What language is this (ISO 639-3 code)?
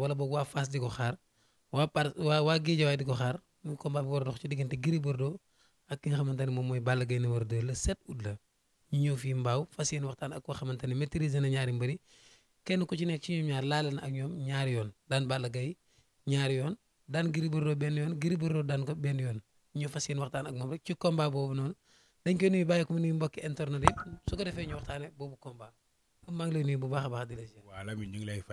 wol